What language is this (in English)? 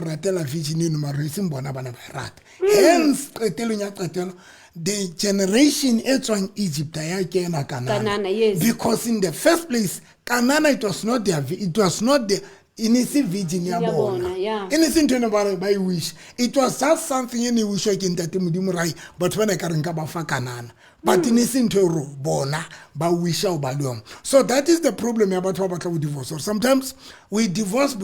Southern Sotho